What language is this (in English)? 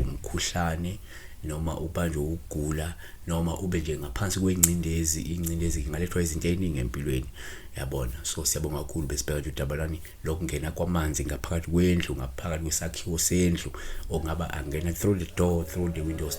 Zulu